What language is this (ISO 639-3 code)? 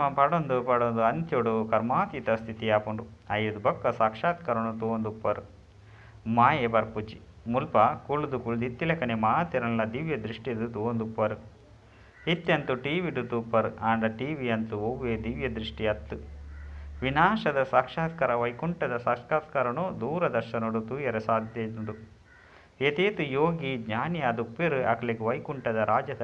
tcy